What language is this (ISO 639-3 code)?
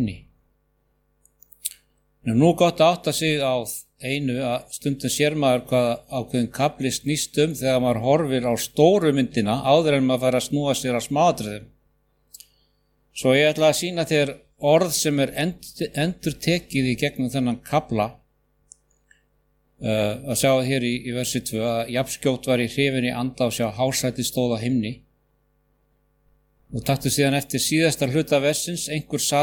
isl